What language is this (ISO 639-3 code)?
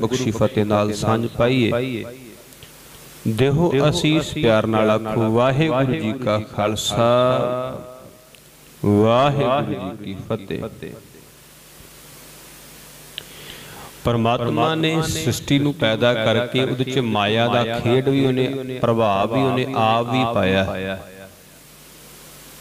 pan